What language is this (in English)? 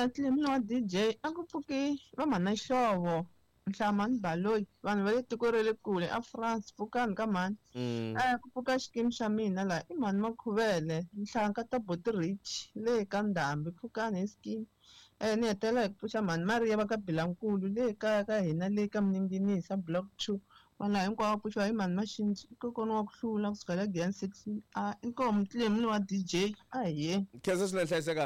Tsonga